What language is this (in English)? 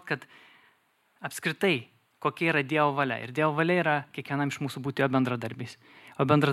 Lithuanian